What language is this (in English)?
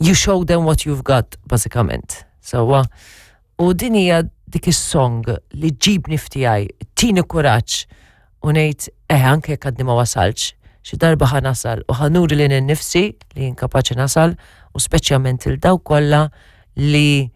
Maltese